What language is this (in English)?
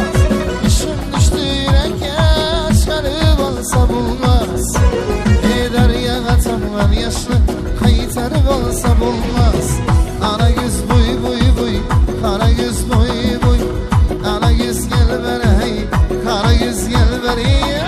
Kara-Kalpak